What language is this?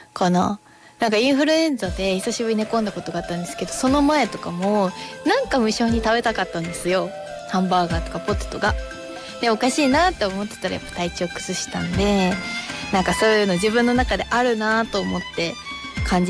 Japanese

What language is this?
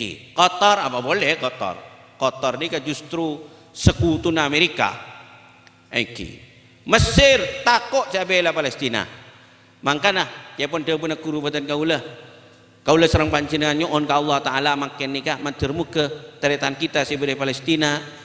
Madurese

